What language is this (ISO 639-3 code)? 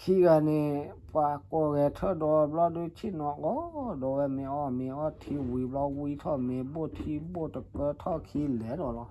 ksw